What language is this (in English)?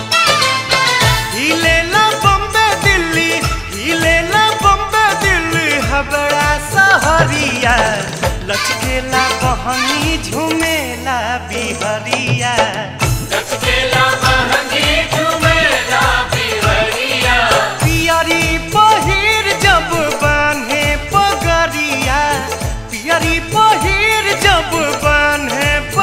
Bhojpuri